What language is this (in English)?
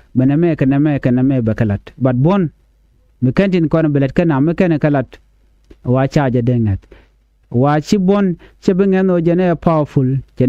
Nuer